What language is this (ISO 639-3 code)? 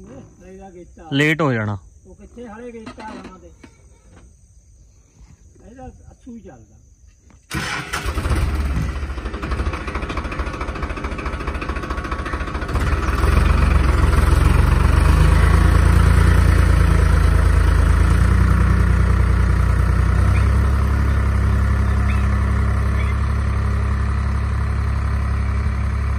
pan